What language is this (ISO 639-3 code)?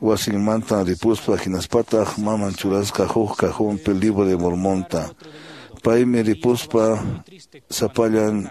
que